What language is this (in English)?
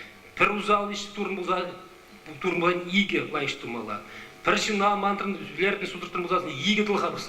Chuvash